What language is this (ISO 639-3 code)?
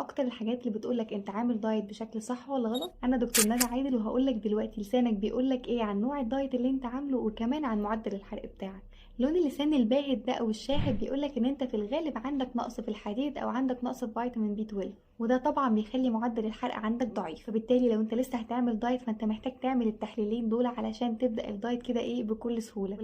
arz